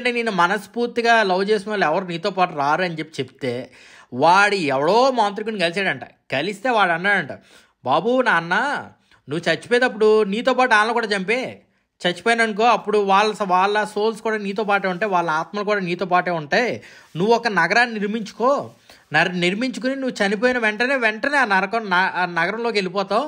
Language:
Telugu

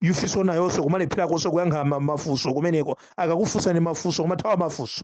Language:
Nyanja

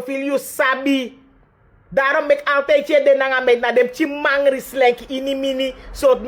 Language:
Sranan Tongo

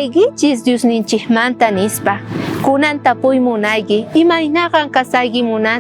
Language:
South Bolivian Quechua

